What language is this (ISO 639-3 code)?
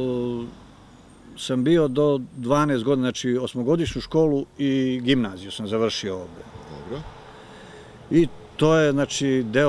srp